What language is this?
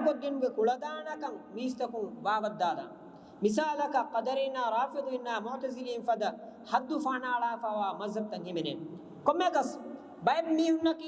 Divehi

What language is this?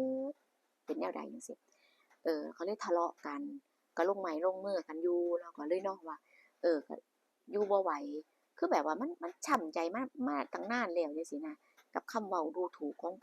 Northeastern Thai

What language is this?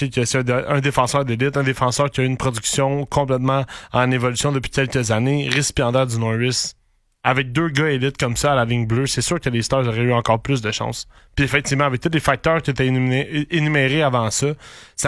French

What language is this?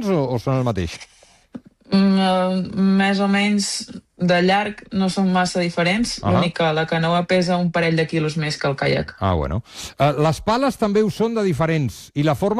Catalan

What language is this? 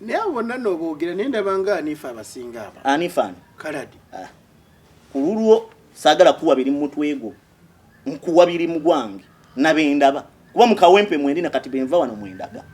Ganda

